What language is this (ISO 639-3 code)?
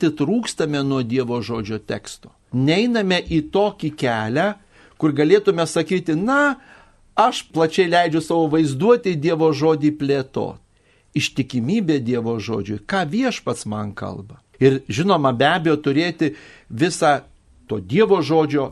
lit